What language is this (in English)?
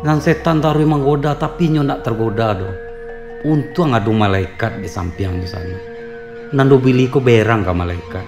Minangkabau